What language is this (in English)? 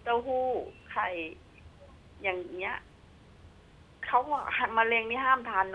Thai